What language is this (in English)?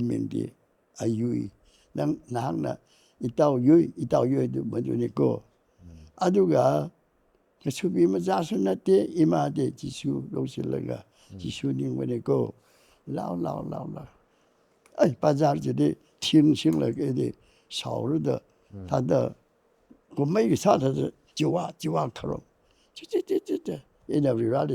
Tangkhul Naga (India)